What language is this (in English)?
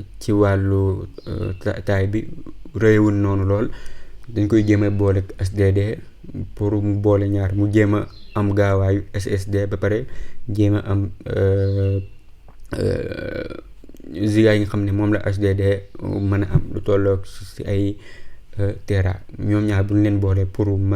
Wolof